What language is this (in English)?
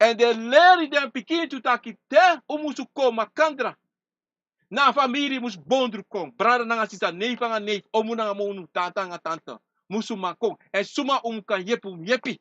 Sranan Tongo